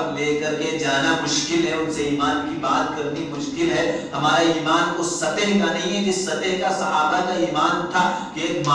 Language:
Urdu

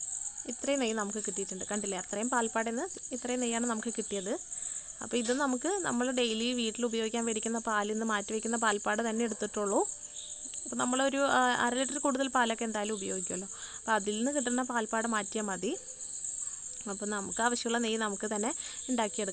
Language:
Malayalam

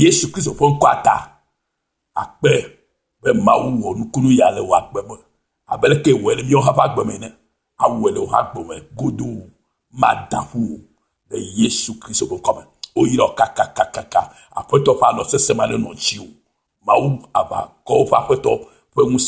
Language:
Ewe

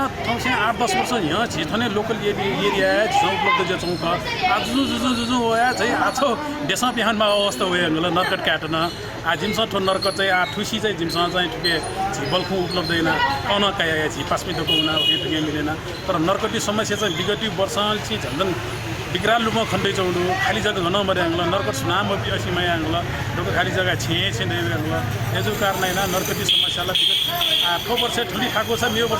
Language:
Newari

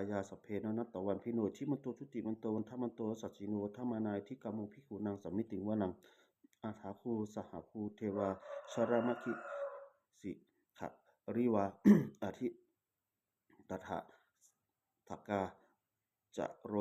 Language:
Pali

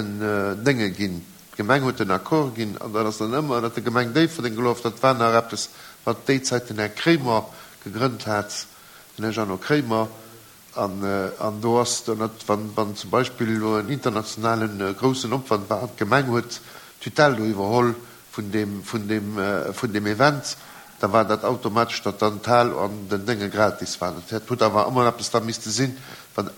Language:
Luxembourgish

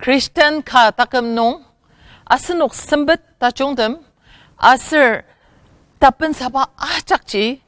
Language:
Ao Naga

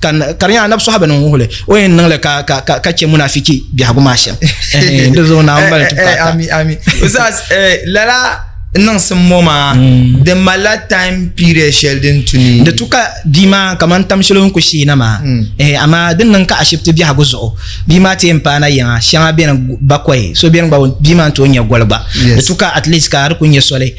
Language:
Dagbani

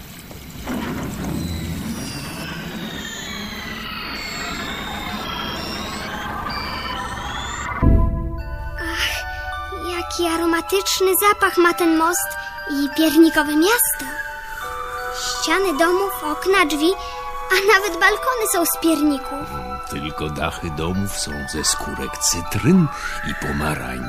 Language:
Polish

